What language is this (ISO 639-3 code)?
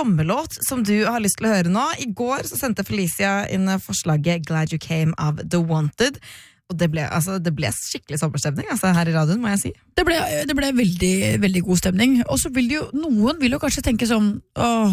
nor